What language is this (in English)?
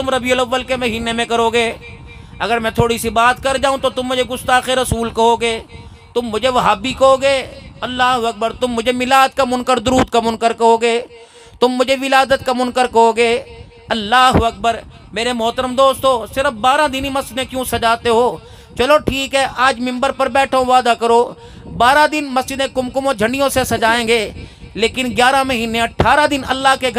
Urdu